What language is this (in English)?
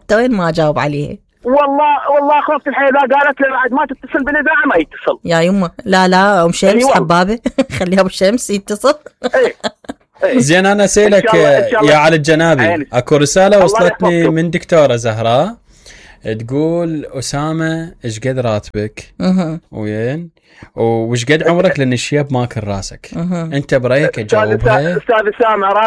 Mesopotamian Arabic